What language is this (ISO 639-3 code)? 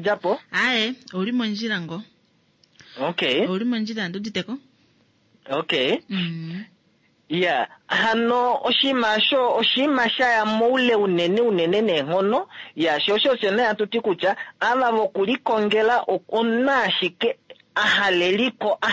kua